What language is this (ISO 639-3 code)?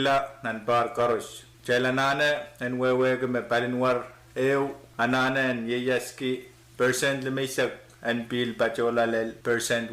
pon